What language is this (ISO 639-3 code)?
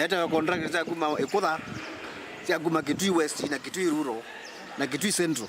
kam